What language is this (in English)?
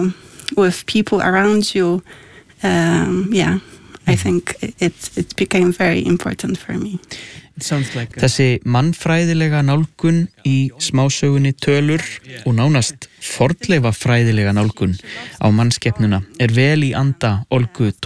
Icelandic